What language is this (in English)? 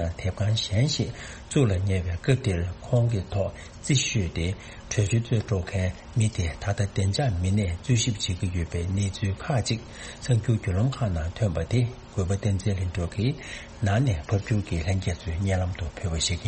Tibetan